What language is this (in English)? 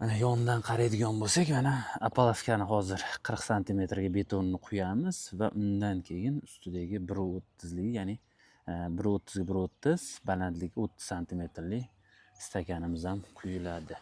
Uzbek